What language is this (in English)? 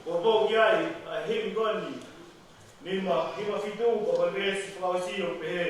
Tongan